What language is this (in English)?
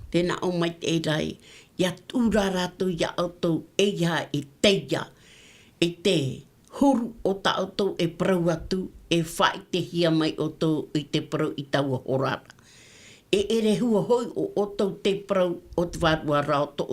Tahitian